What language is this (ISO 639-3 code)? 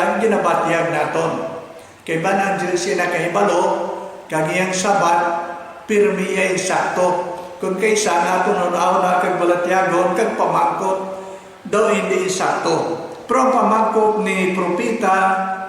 hil